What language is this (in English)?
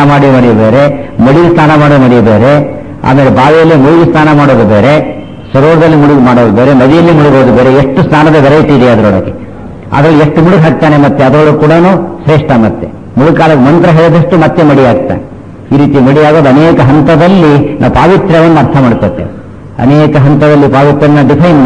Kannada